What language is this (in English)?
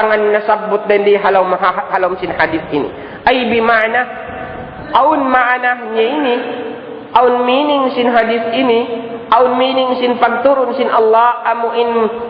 Tausug